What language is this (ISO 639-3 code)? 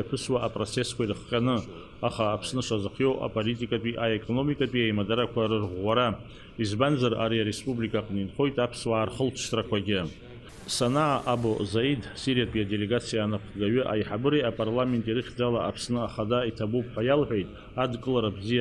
abk